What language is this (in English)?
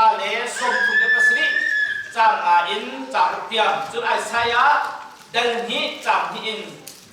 Hakha Chin